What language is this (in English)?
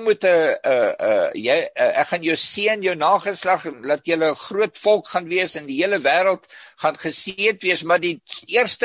Afrikaans